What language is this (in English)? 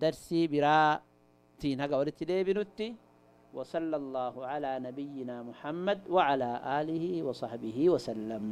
Oromo